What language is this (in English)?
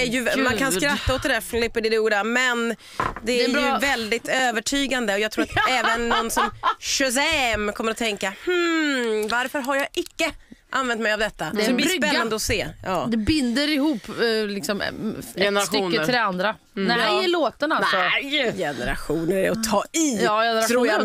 Swedish